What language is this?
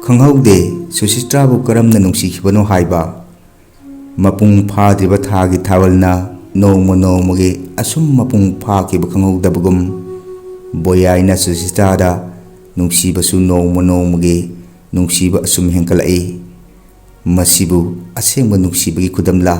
Manipuri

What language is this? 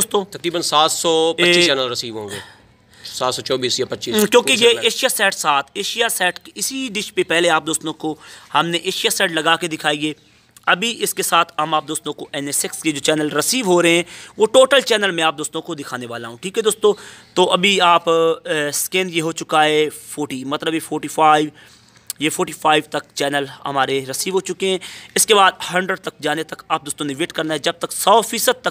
Hindi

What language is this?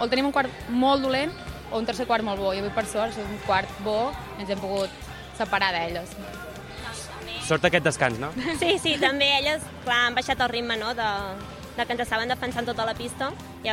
Catalan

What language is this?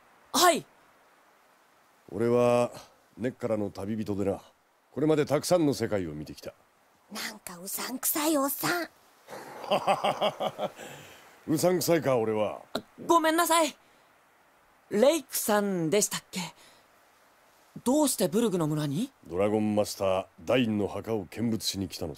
Japanese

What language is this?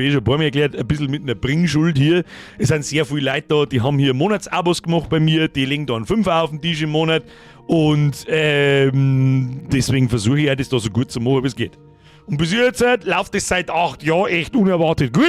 Bavarian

